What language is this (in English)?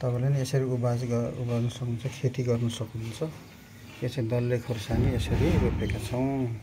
Nepali